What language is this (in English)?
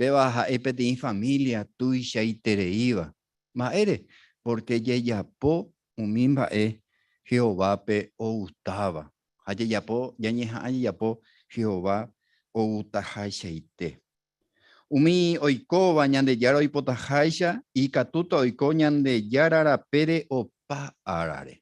Guarani